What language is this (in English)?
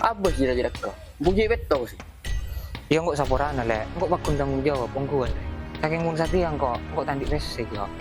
Madurese